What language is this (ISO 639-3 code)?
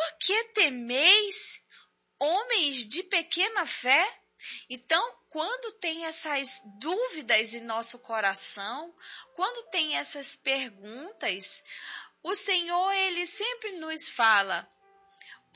por